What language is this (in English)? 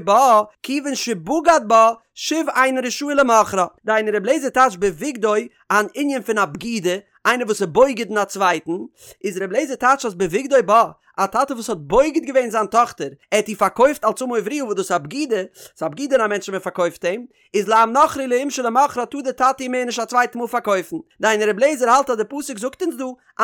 Yiddish